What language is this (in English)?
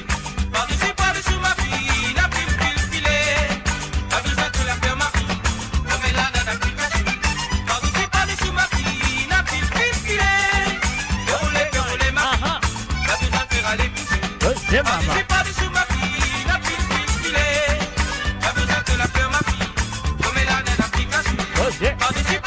Morisyen